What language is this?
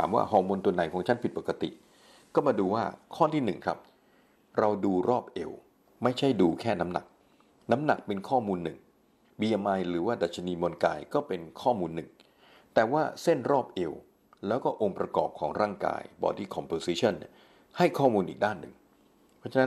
Thai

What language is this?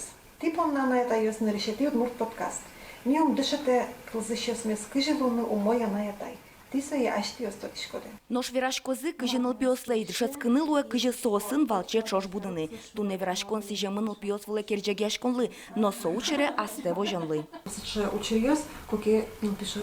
Udmurt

